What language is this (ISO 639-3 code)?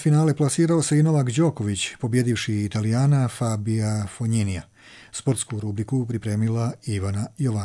hrv